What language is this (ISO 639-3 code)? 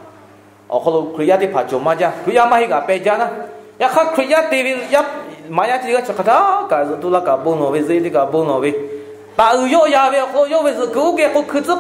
lhu